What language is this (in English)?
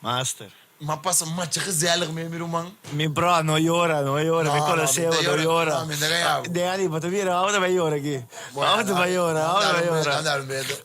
Papiamento